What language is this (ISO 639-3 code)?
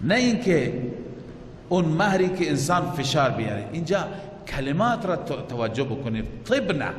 fas